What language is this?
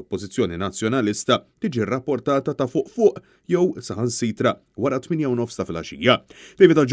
Maltese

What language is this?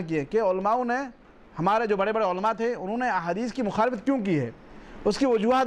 Urdu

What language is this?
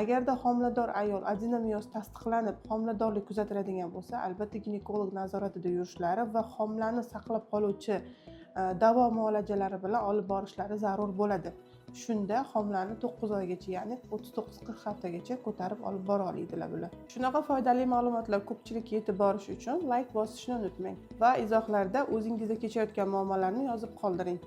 Uzbek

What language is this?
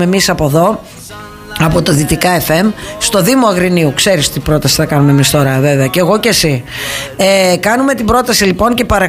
Greek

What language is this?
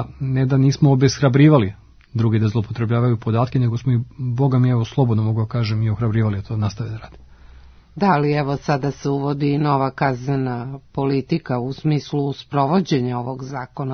Serbian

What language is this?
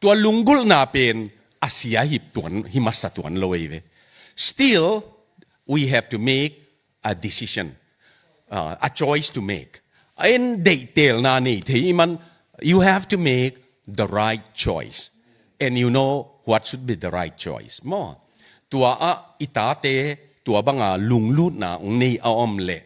Tedim Chin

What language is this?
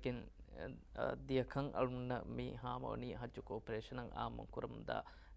Divehi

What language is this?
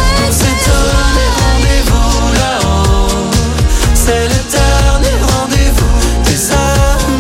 French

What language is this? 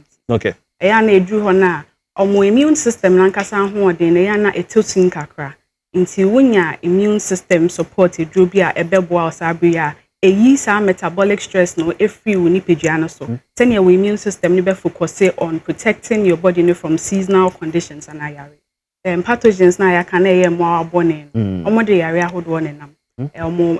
Akan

